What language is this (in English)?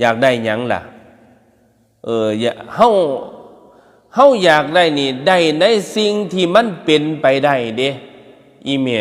Northeastern Thai